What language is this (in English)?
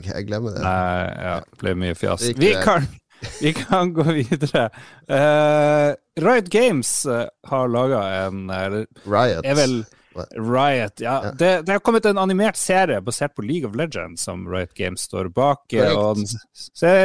Norwegian